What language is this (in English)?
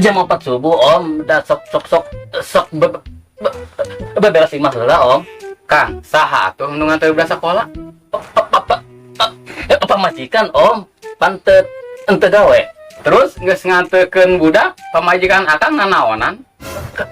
Sundanese